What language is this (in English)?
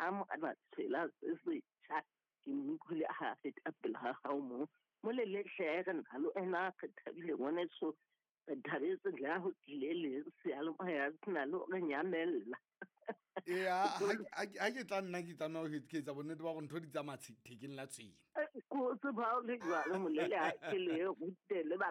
Southern Sotho